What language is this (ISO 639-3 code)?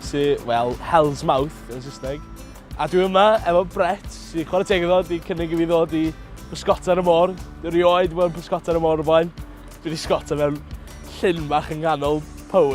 cym